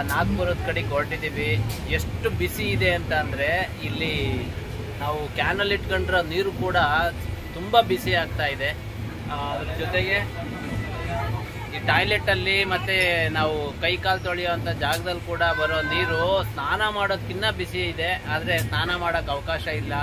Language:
Kannada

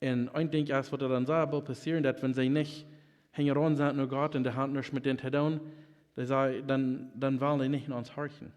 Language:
Plautdietsch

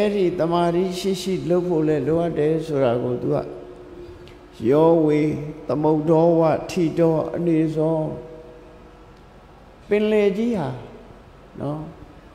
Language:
Burmese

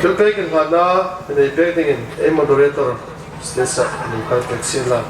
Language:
Hmar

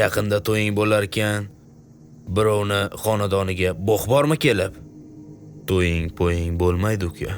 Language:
Uzbek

